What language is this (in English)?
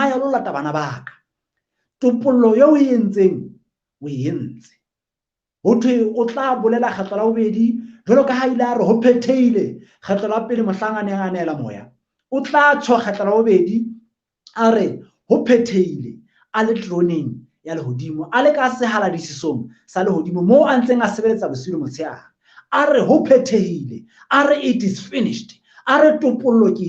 Southern Sotho